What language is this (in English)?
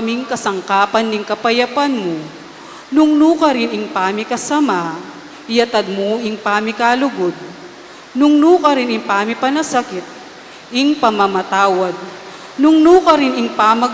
Pampanga